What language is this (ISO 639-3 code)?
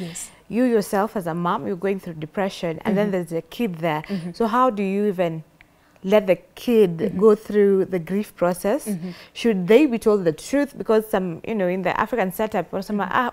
eng